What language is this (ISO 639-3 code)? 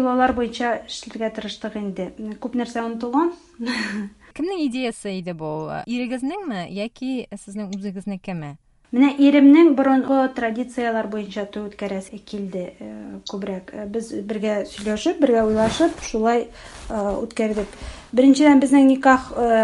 tat